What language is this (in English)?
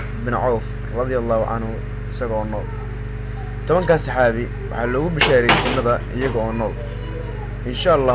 Somali